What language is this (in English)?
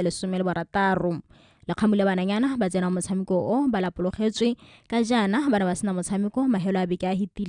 Tswana